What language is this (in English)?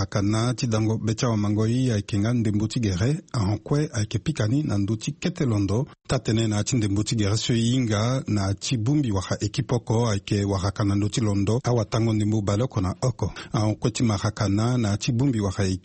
Sango